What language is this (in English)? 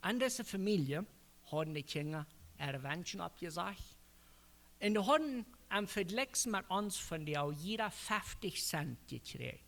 Plautdietsch